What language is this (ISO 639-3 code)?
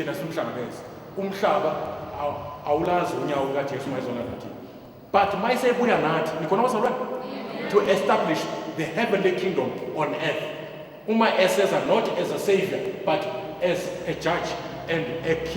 zul